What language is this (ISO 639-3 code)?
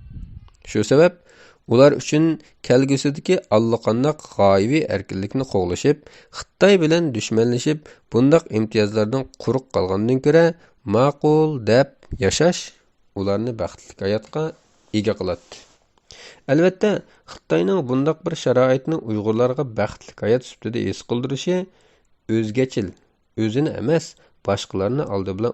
uig